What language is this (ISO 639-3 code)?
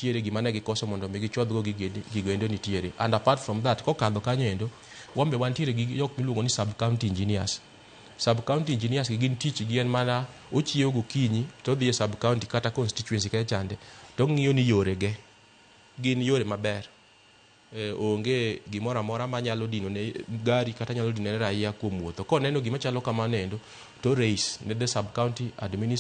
luo